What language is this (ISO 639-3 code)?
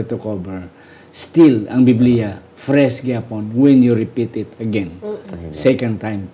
hil